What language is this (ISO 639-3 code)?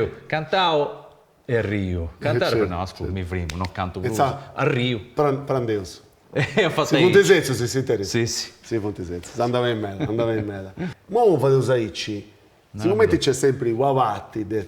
srd